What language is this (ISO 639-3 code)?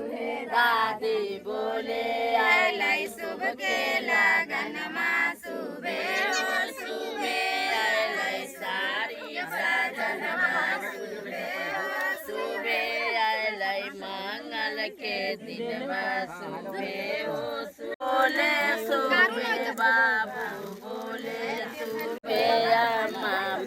mai